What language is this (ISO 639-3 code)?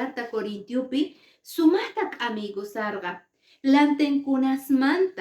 que